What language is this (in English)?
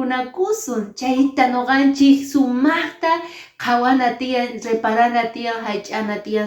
Quechua